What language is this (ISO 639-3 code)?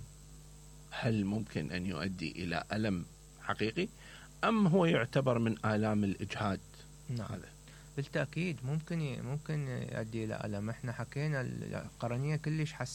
acm